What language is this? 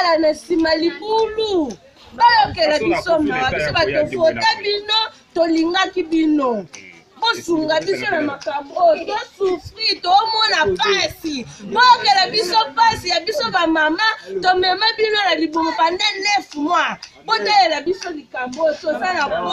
Lingala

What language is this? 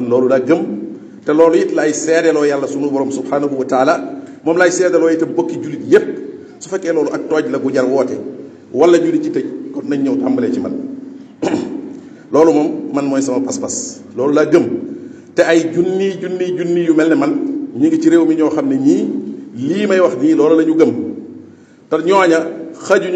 Wolof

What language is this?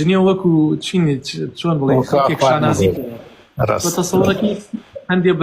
Central Kurdish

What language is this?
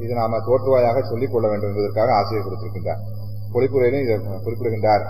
Tamil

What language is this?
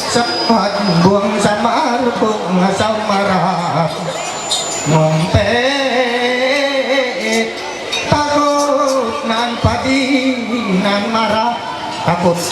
Ma'anyan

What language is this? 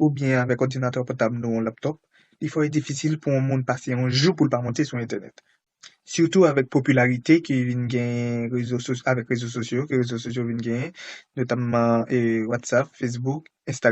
Haitian Creole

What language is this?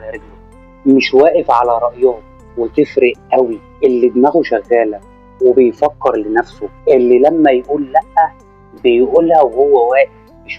Egyptian Arabic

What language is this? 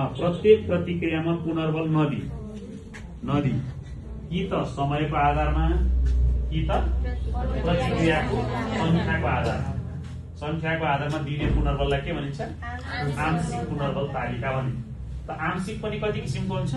Nepali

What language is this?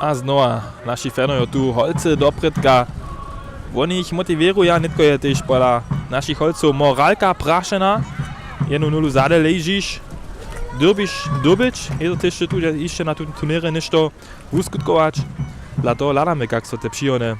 Upper Sorbian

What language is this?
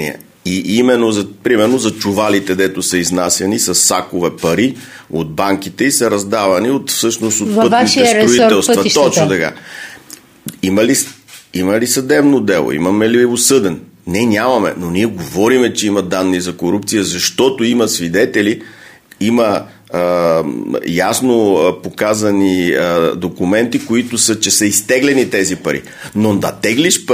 Bulgarian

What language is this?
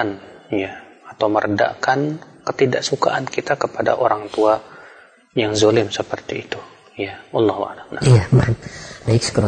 Indonesian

